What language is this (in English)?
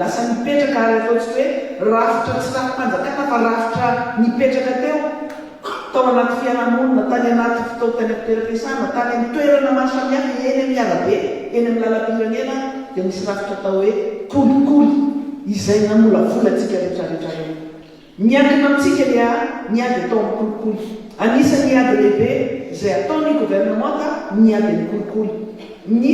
Malagasy